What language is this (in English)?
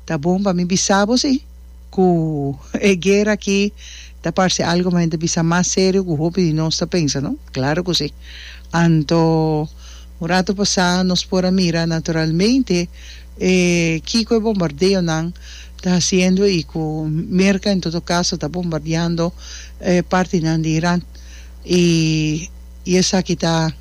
Papiamento